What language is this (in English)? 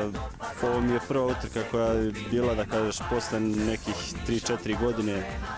Serbian